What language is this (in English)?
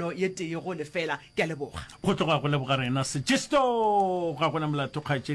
Northern Sotho